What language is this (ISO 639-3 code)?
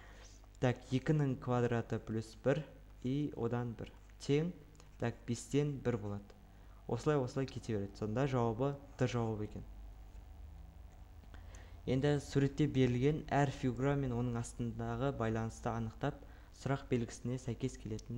kaz